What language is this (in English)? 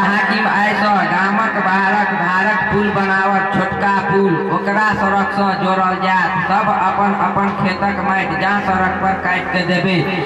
Maithili